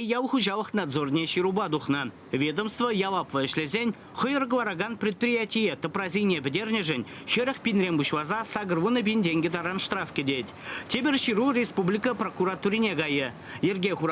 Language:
Chuvash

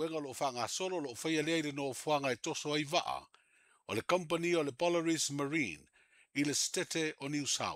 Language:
Samoan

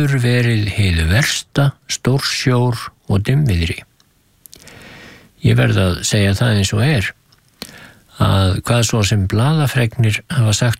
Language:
Icelandic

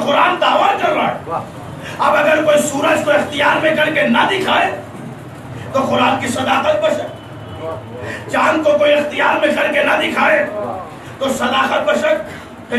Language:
Urdu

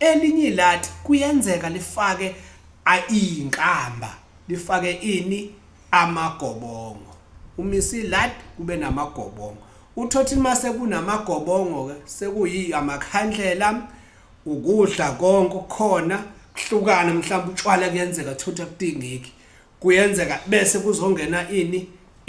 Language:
Zulu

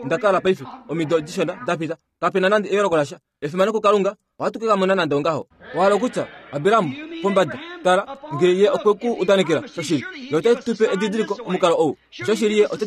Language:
Kuanyama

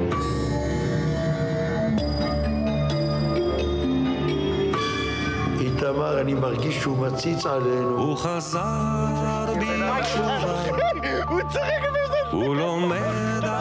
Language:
Hebrew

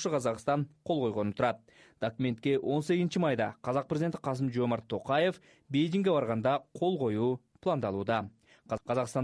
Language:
Kyrgyz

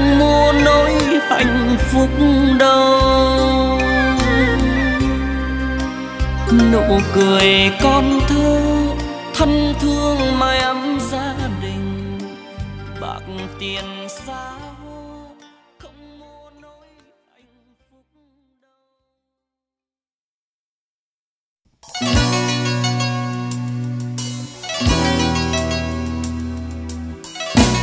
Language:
Vietnamese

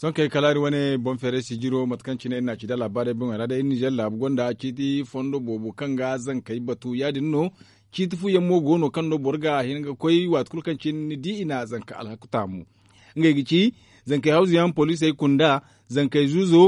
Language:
Zarma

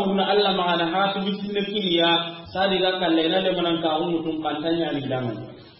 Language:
Soninke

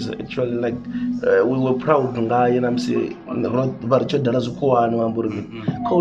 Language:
Venda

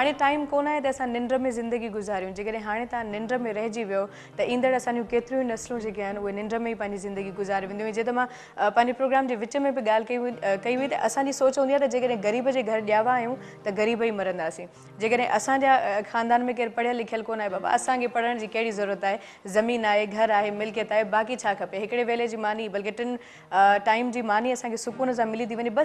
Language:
Sindhi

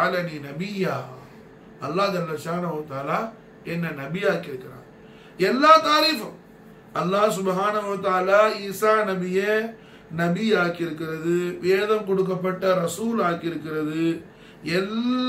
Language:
Tamil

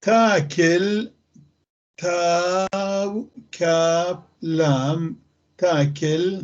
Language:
North Levantine Arabic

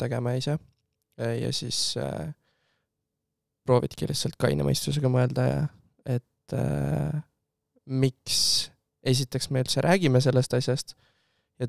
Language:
Estonian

